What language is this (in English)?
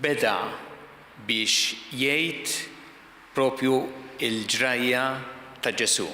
Maltese